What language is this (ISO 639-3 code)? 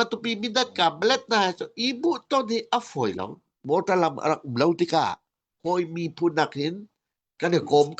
cnh